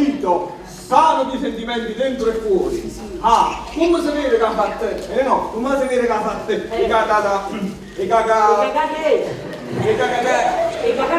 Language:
Neapolitan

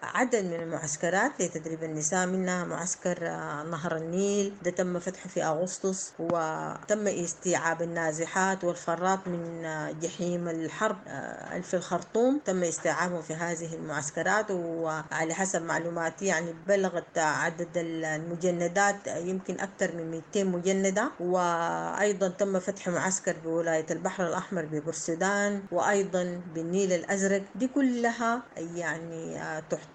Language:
Sudanese Arabic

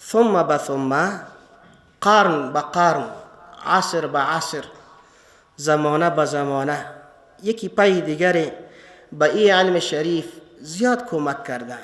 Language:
Persian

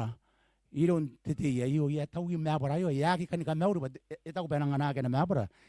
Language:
Gilbertese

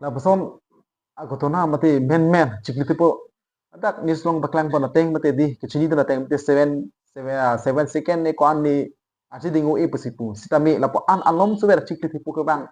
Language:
Karbi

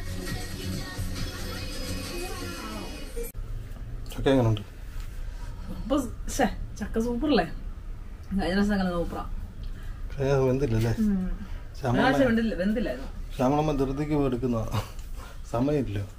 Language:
Malayalam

